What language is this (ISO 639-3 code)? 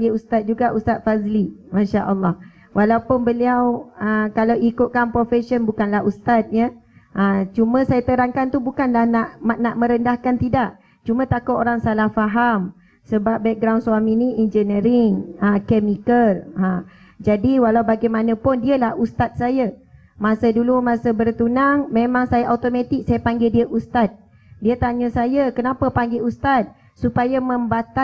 msa